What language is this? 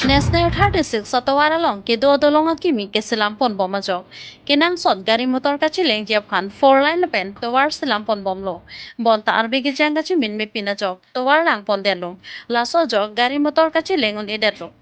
Karbi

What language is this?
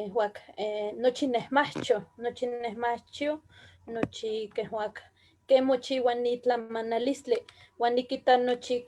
Eastern Huasteca Nahuatl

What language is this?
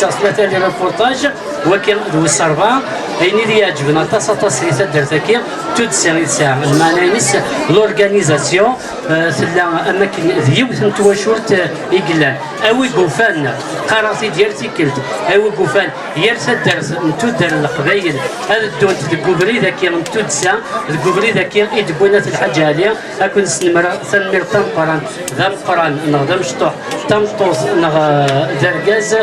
Kabyle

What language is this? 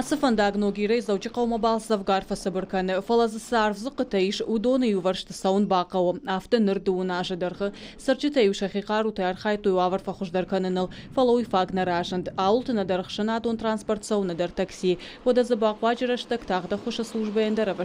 Ossetic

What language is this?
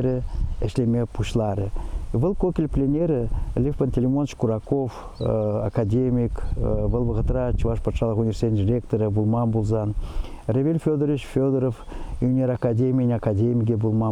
Chuvash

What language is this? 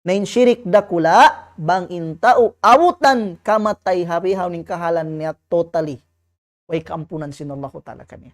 Tausug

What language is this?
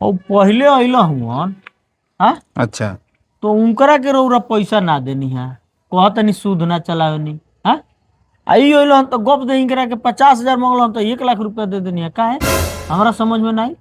Bhojpuri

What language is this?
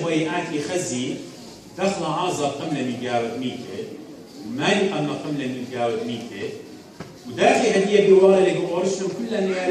Assyrian Neo-Aramaic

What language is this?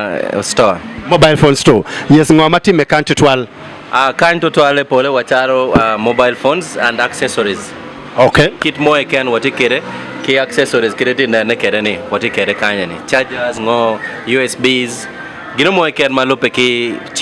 Acoli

